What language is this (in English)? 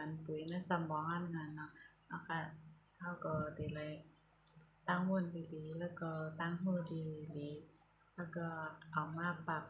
Shan